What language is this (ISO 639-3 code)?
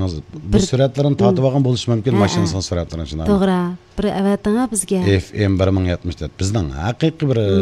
uig